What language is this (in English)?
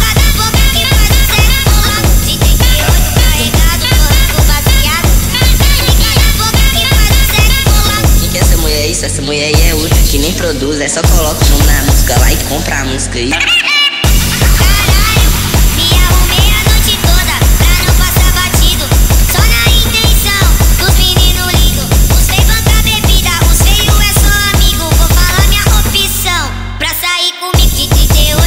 Portuguese